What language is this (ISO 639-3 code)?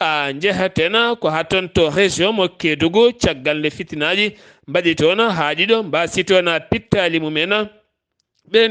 ful